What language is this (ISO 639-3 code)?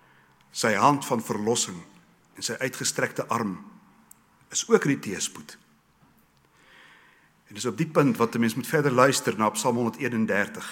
afr